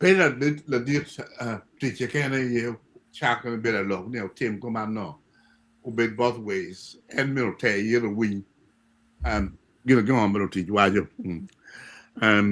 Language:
Acoli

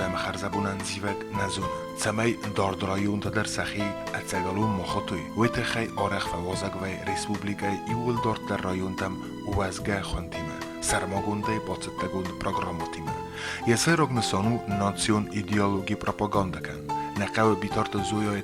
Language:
Ossetic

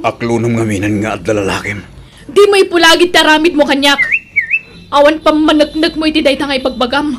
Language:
Iloko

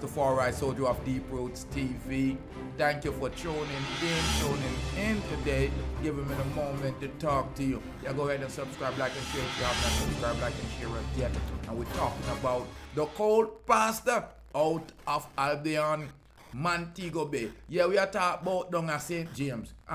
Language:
Jamaican Creole English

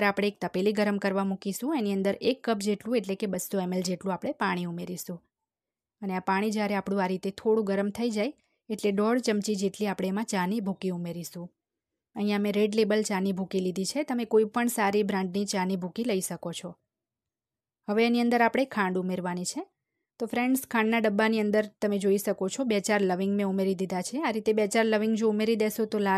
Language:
Gujarati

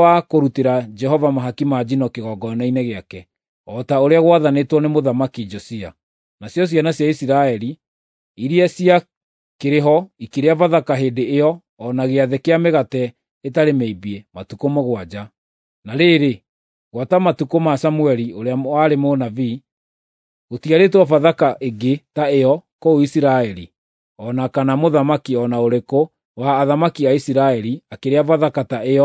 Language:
Kikuyu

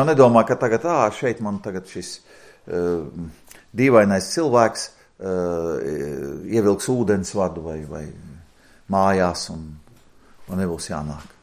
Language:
Latvian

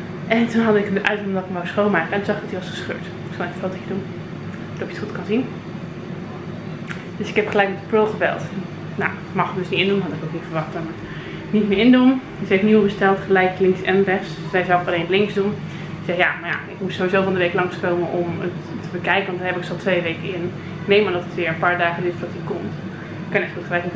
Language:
Dutch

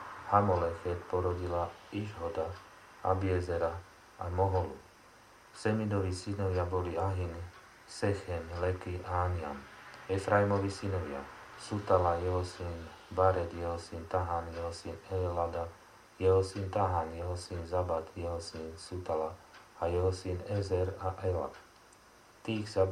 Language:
Slovak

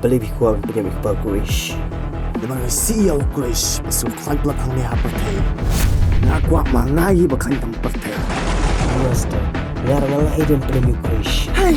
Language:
Khasi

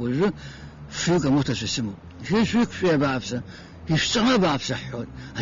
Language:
Abkhazian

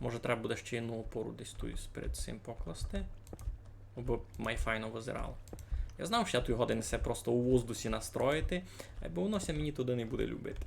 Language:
Rusyn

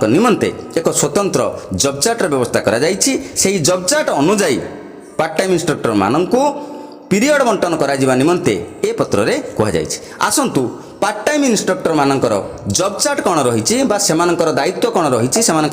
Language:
Odia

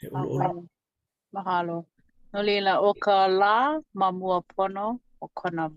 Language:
Hawaiian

